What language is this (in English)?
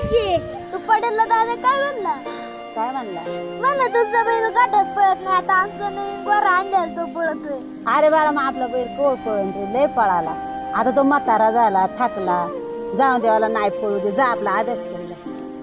Marathi